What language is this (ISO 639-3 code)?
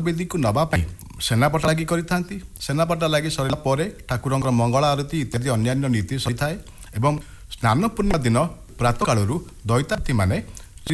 ori